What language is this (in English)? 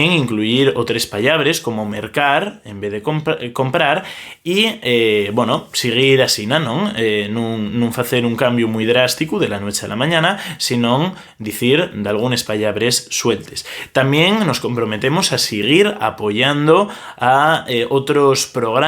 Asturian